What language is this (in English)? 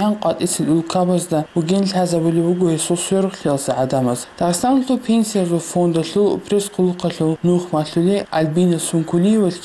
Avaric